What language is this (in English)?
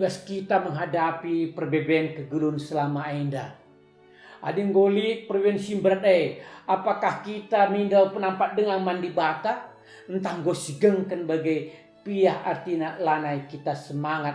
Batak Karo